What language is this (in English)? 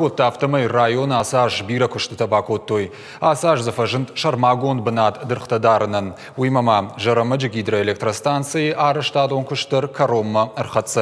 Ossetic